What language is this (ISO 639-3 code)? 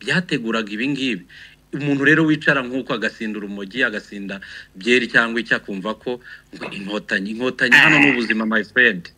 kin